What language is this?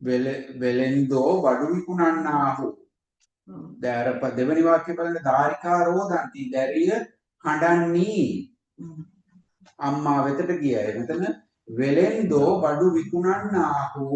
Sinhala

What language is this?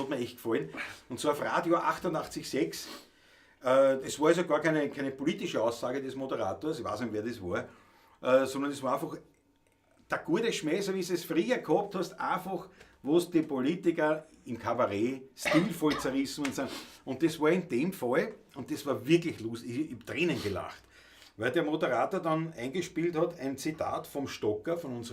Bavarian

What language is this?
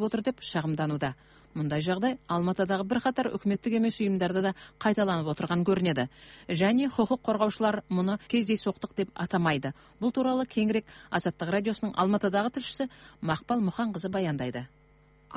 Kazakh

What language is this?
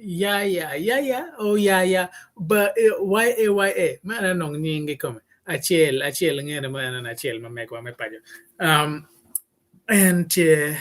Acoli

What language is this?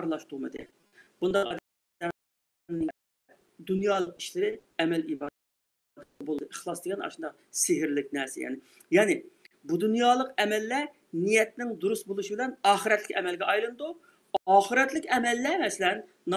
Uyghur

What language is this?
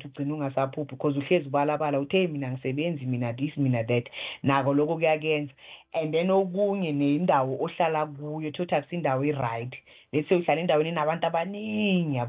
South Ndebele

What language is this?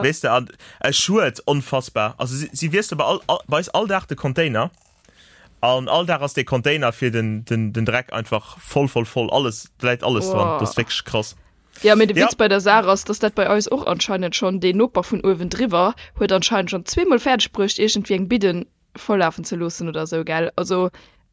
Luxembourgish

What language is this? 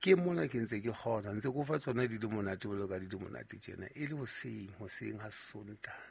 Southern Sotho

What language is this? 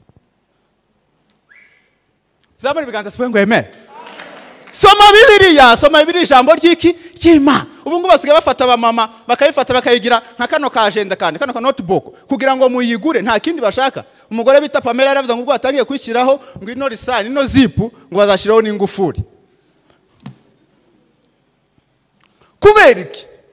Kinyarwanda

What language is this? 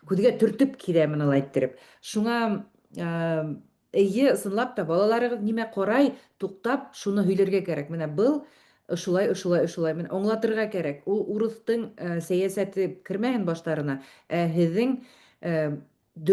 Bashkir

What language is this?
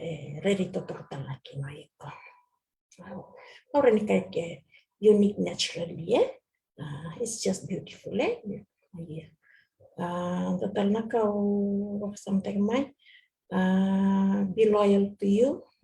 Fijian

